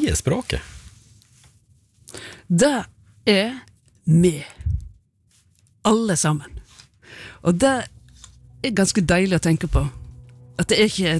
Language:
Norwegian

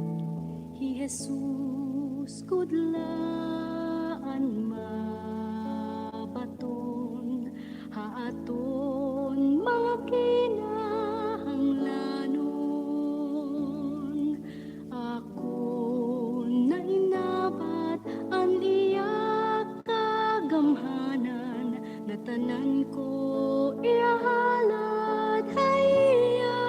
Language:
Waray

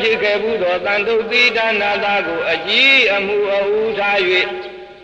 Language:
Burmese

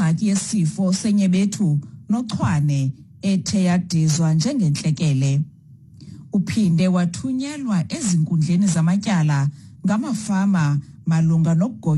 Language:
Xhosa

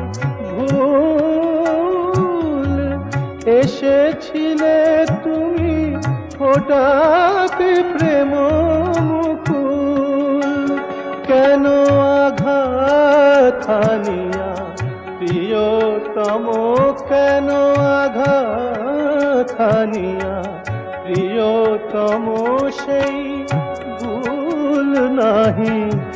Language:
Bangla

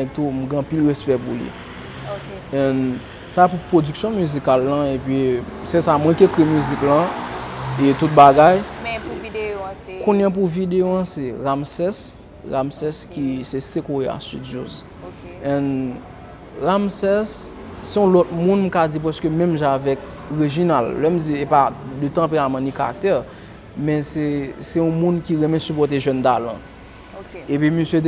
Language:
Haitian Creole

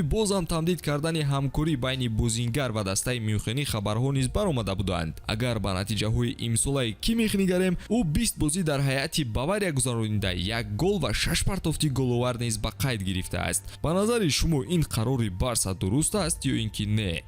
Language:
Tajik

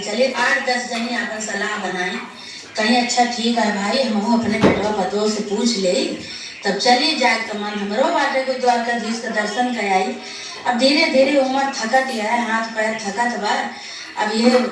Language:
Awadhi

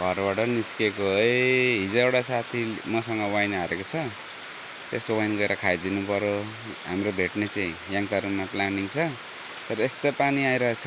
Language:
Nepali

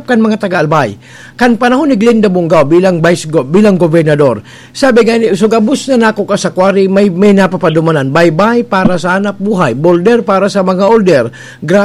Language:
Bikol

